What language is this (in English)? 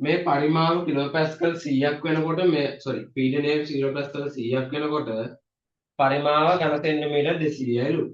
Sinhala